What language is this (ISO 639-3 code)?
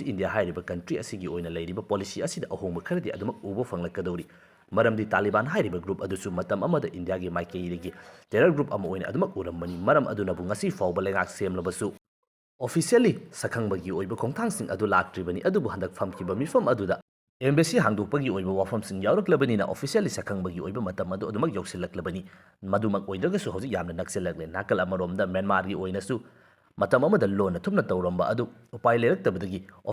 mni